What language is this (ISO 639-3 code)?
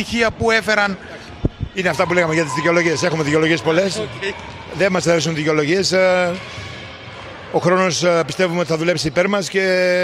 ell